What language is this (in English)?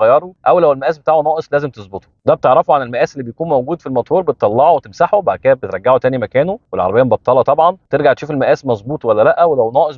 Egyptian Arabic